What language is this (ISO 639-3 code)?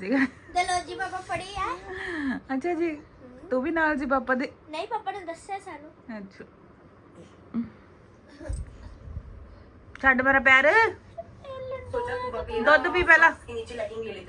pan